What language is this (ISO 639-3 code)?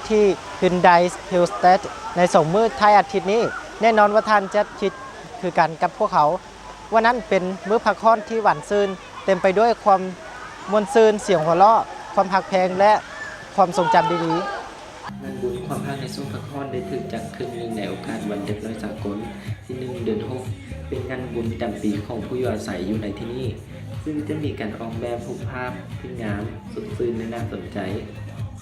lao